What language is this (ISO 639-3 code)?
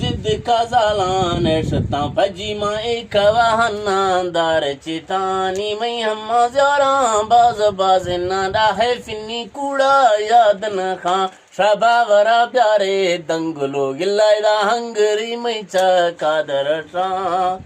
bgp